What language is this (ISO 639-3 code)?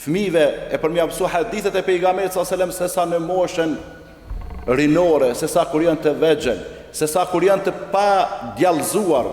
sqi